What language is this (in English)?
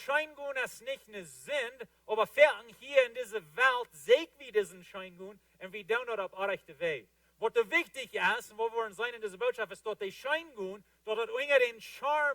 Plautdietsch